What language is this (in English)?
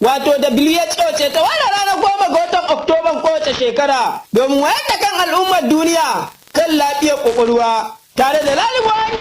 Hausa